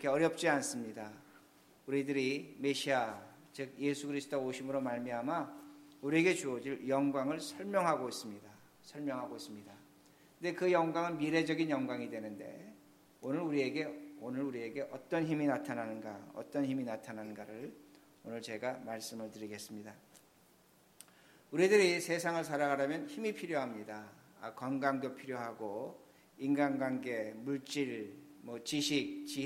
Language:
Korean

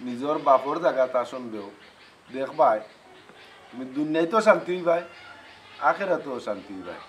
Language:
Sylheti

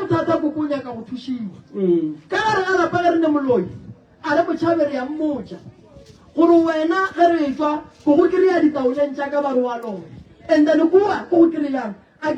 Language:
Northern Sotho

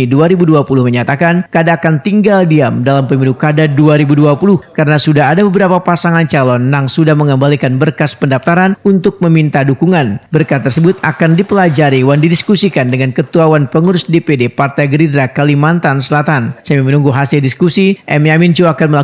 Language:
Banjar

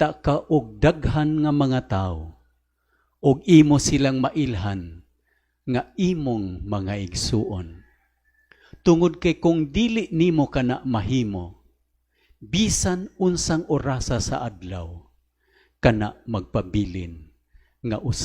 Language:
Cebuano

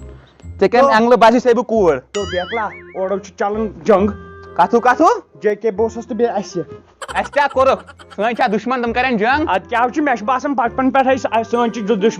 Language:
Kashmiri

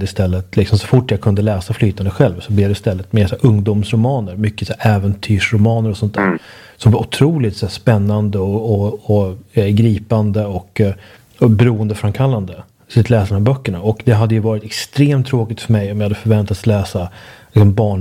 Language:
Swedish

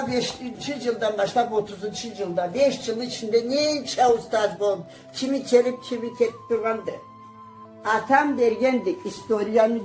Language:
Karachay-Balkar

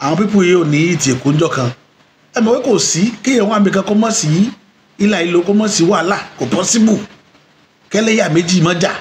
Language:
Yoruba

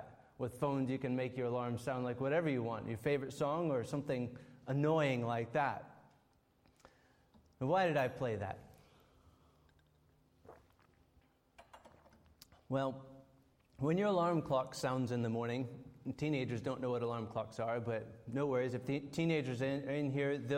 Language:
English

